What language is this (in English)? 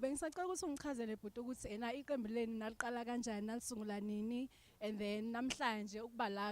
Zulu